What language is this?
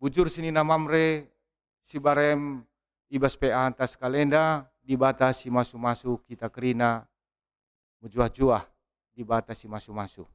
Batak Karo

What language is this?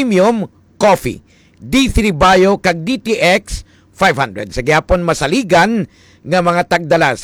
Hiligaynon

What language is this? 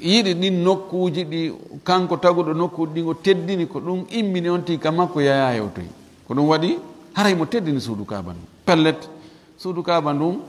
Fula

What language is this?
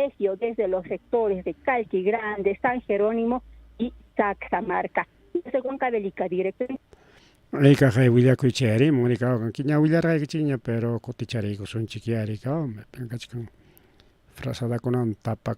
Ayacucho Quechua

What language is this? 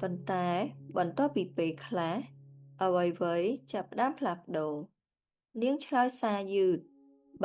Khmer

